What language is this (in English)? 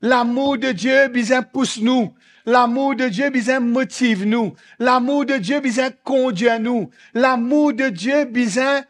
Morisyen